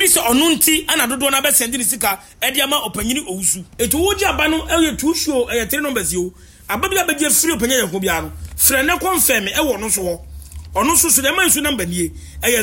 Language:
Akan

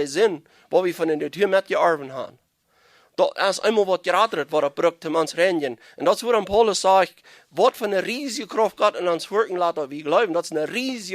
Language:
Plautdietsch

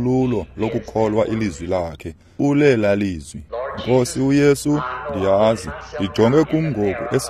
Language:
Xhosa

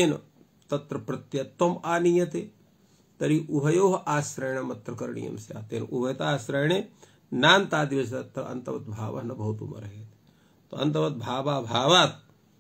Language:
Sanskrit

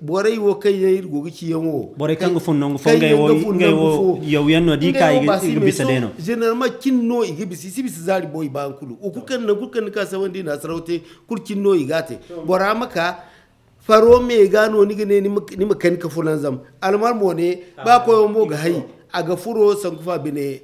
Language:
Zarma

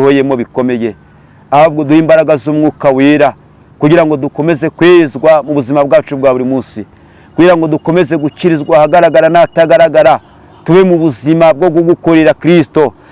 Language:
Kinyarwanda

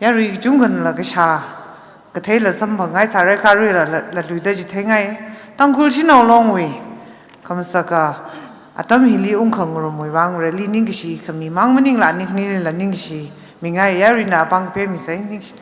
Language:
Tangkhul Naga (India)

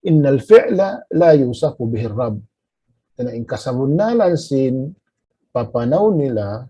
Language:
Tausug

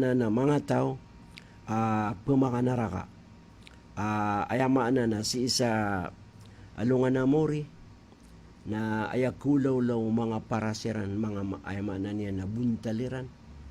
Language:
Maranao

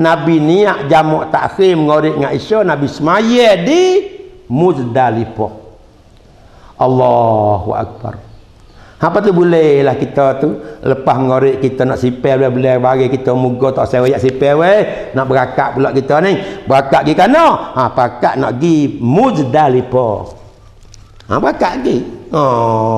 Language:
Malay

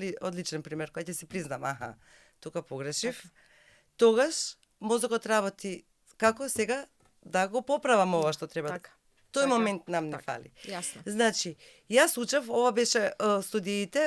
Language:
Macedonian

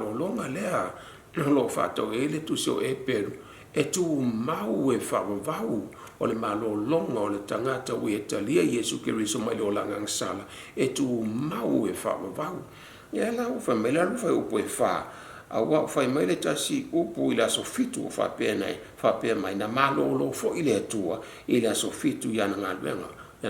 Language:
Samoan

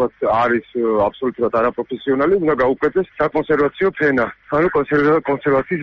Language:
Georgian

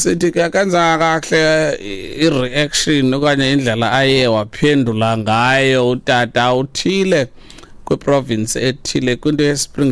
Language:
Xhosa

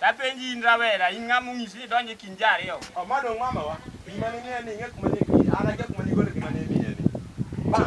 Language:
Luo (Kenya and Tanzania)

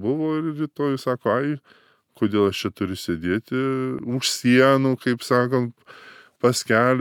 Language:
Lithuanian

